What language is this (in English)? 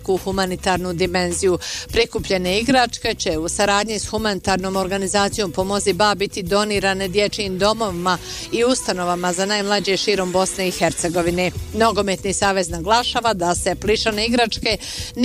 Bosnian